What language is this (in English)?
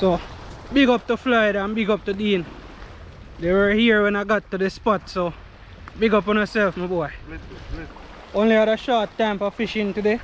Jamaican Creole English